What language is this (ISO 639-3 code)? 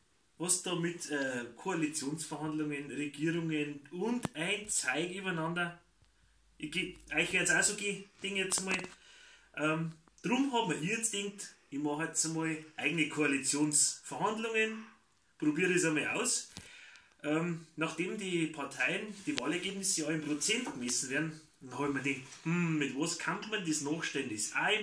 bar